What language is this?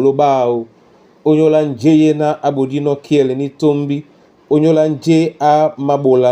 Duala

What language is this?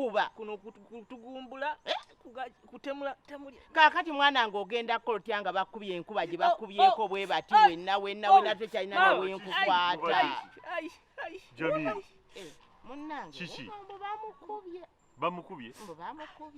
Ganda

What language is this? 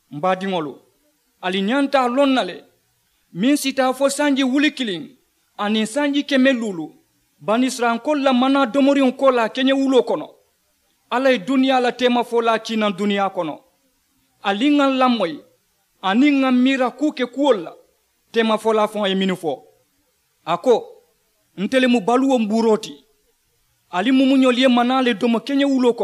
Mandingo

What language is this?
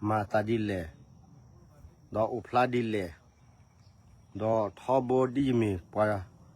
S'gaw Karen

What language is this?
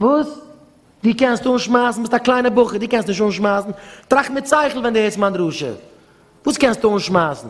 Yiddish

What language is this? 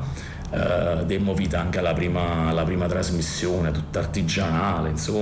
Italian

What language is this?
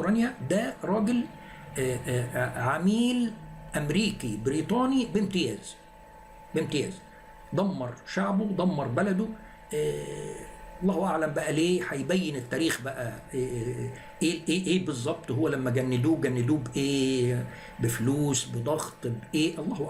Egyptian Arabic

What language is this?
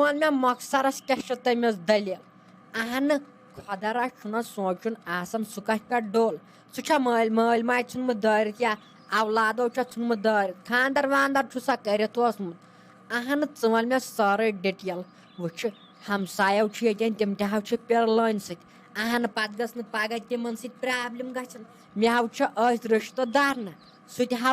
Kashmiri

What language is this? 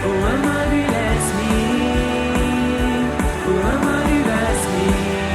Plautdietsch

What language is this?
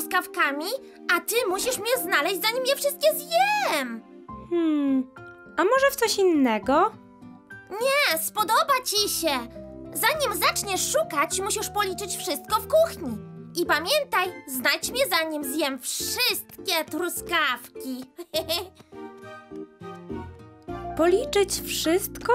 Polish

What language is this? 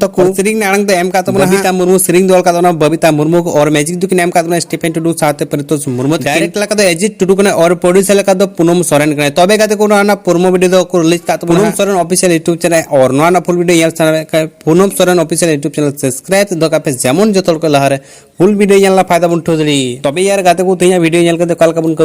Santali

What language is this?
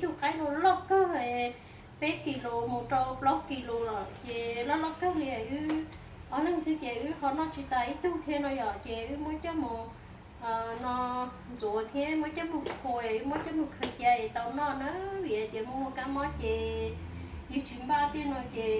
Hmong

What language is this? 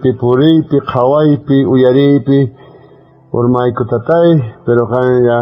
South Bolivian Quechua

